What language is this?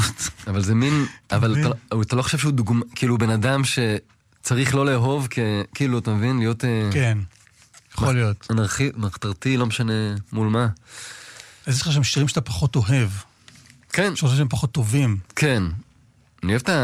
Hebrew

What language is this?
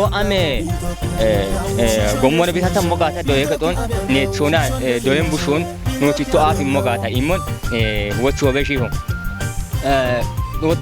Kafa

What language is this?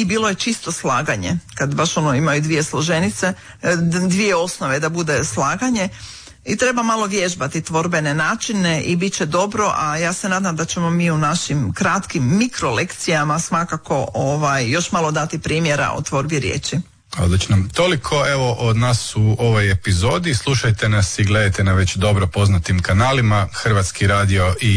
Croatian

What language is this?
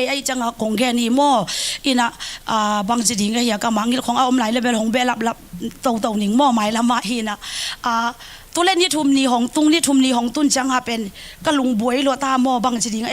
Tedim Chin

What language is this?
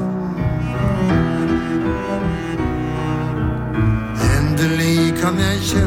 Norwegian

